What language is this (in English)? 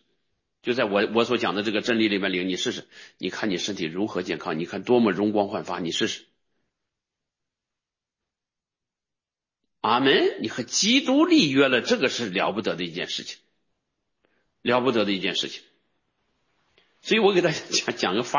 Chinese